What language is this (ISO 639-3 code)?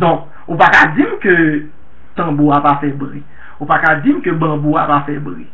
hat